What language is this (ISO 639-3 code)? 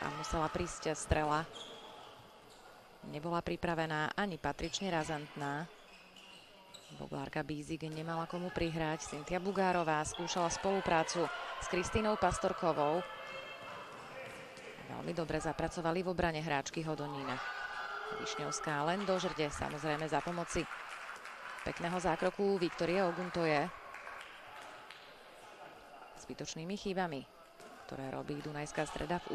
slk